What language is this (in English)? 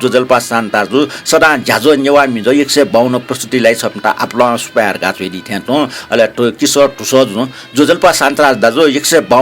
Newari